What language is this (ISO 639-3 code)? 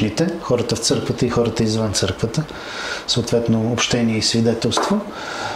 bul